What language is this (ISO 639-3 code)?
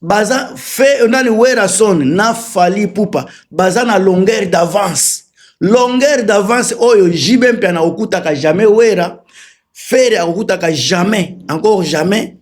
lin